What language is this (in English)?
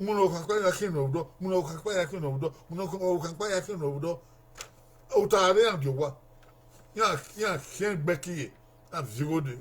Bini